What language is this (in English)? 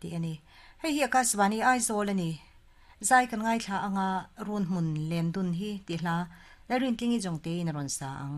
Mizo